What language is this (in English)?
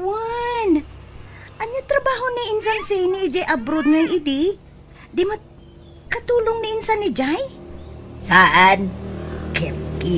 Iloko